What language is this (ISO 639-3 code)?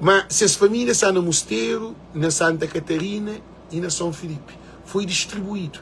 kea